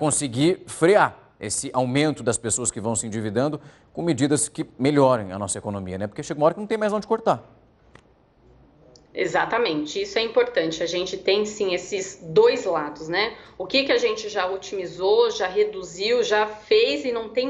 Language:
Portuguese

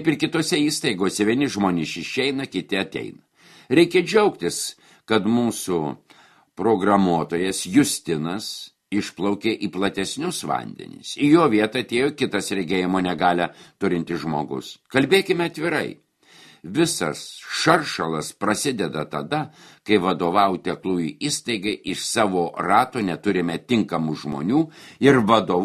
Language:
Lithuanian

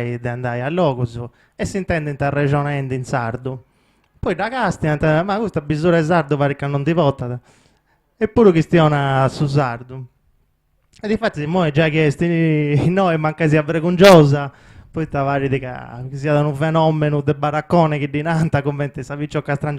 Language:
Sardinian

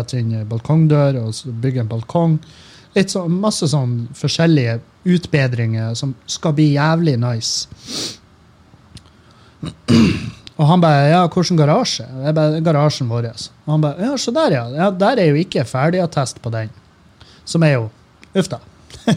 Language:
Norwegian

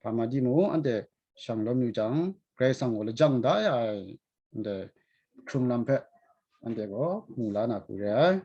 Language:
Kachin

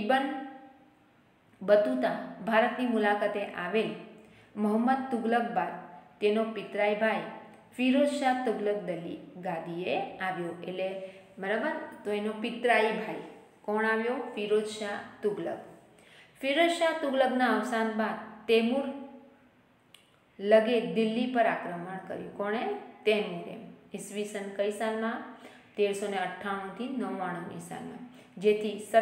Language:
Gujarati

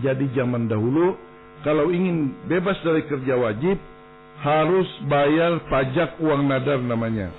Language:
Banjar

